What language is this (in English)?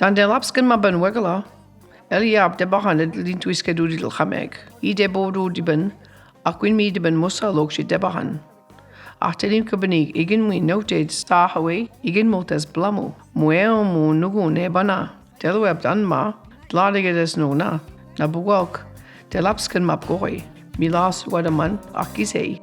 Mi'kmaw